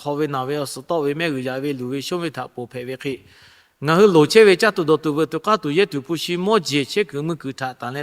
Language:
Lahu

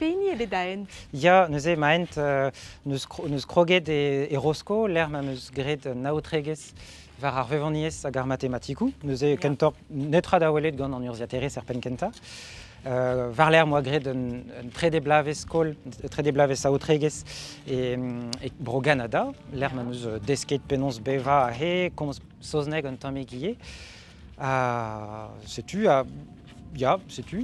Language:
Breton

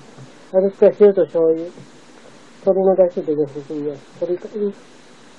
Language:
Japanese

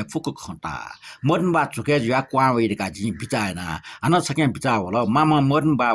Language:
Newari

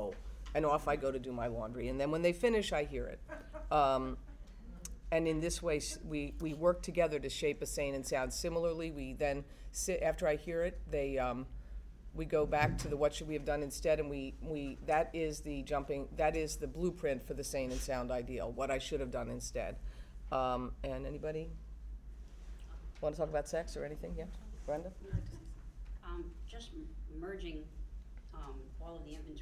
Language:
English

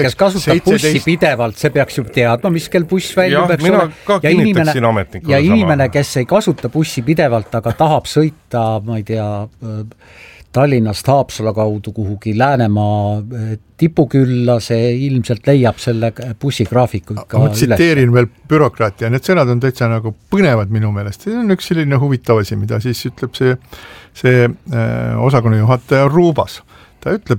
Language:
Estonian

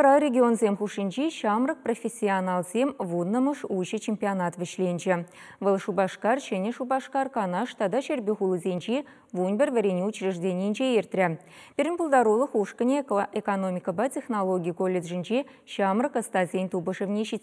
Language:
Chuvash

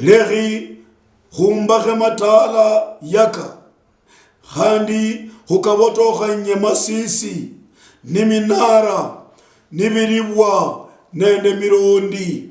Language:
Luyia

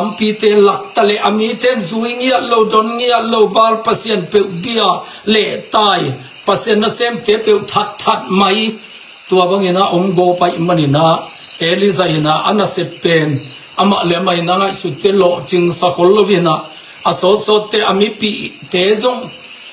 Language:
Tedim Chin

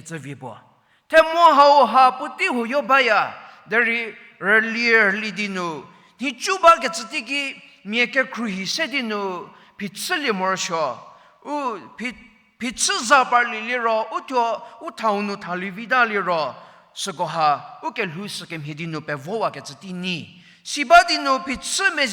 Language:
Angami Naga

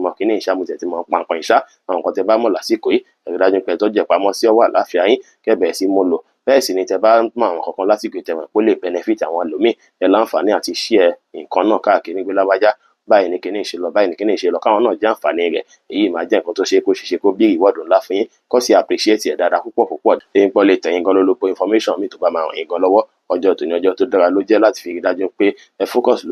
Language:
Yoruba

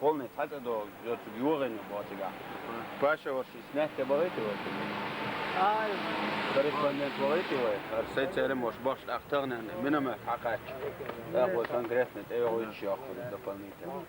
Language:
Chechen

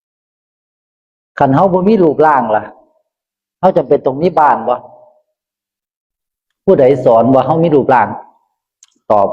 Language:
Northeastern Thai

